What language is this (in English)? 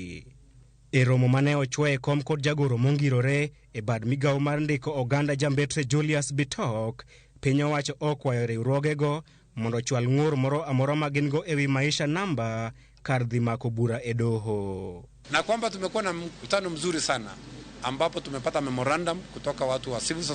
Luo (Kenya and Tanzania)